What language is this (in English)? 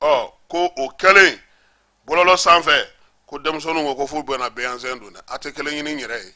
Bambara